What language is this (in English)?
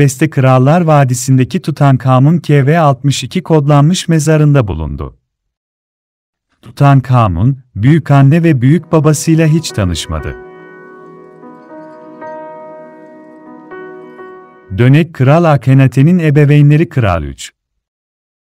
Turkish